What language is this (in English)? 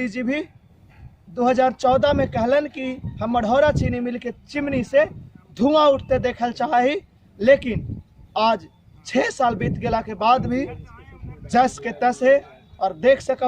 Magahi